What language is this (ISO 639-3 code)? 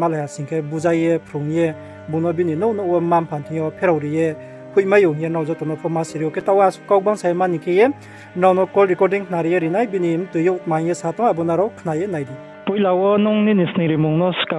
ria